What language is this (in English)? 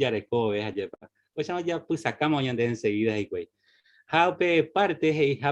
Guarani